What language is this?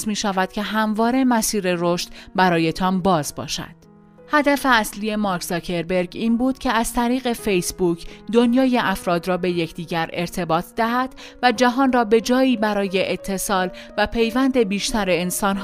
Persian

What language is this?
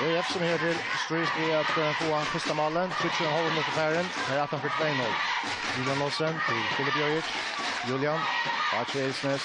Faroese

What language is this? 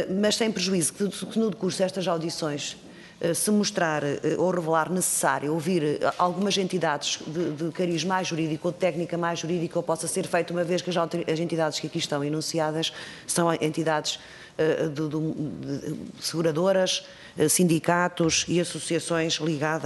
Portuguese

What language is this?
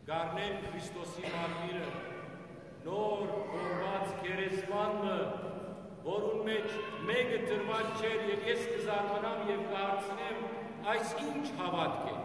Western Armenian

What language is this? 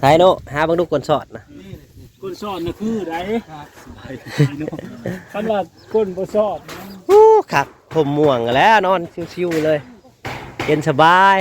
Northeastern Thai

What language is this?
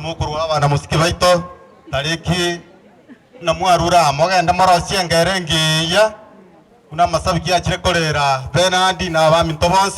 Gusii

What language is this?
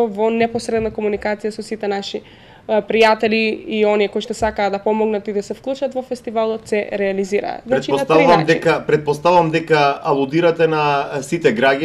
Macedonian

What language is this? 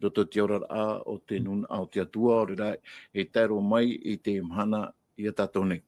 Tahitian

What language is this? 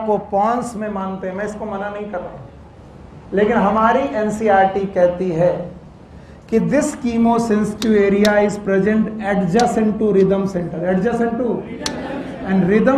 Hindi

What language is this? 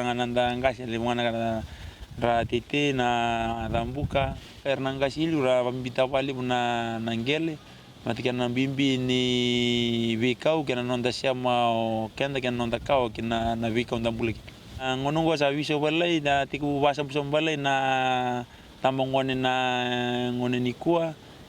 Fijian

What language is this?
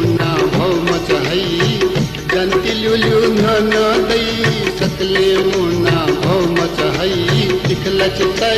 Newari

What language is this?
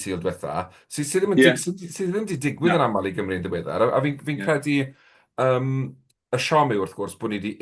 Welsh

